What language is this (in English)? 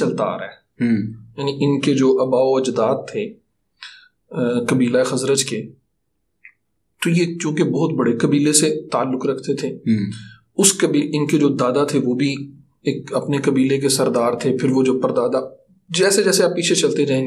Urdu